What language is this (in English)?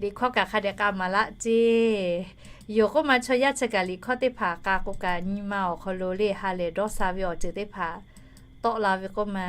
Lahu